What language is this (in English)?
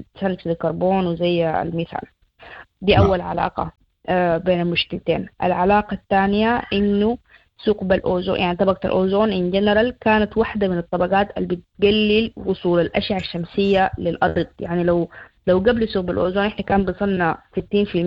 Sudanese Arabic